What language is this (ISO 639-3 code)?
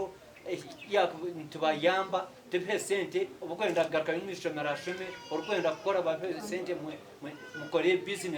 nyn